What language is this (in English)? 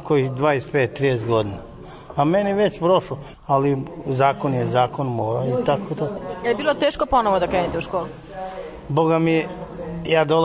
Serbian